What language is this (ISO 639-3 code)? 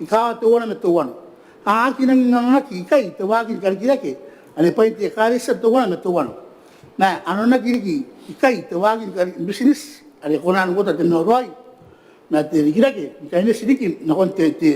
gil